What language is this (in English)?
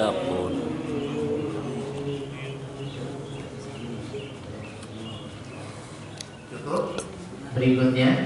Indonesian